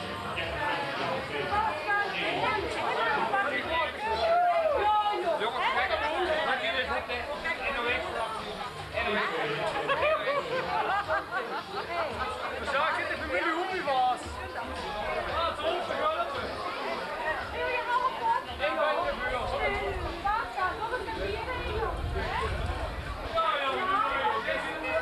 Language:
Dutch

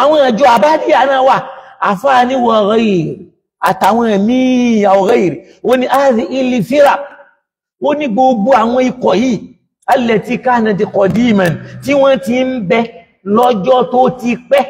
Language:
Yoruba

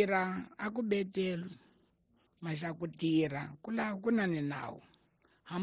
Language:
Tsonga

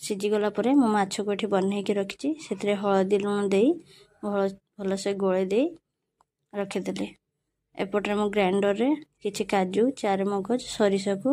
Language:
Odia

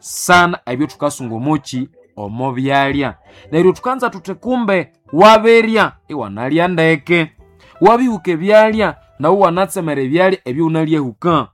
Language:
Nande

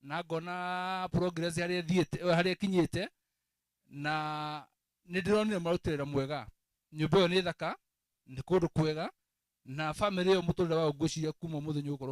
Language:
Kikuyu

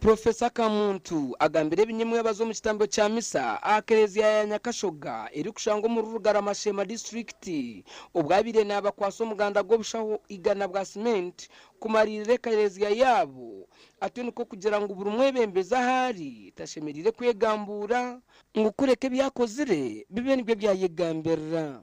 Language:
Nyankole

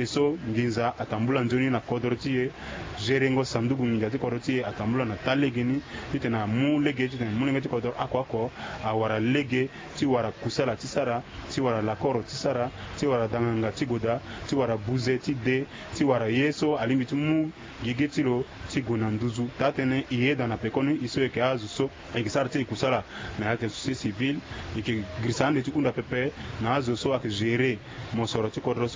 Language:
Sango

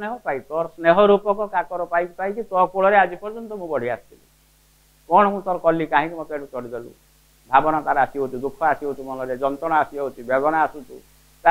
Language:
Odia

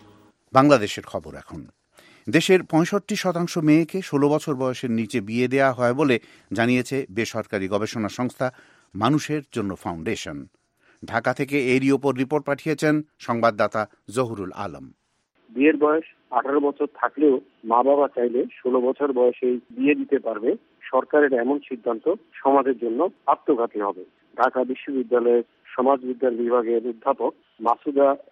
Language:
Bangla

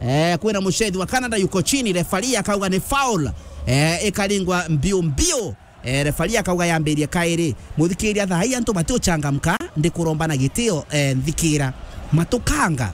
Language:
Meru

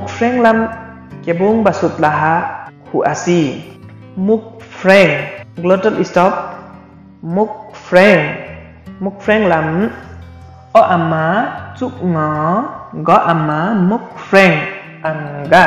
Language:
Limbu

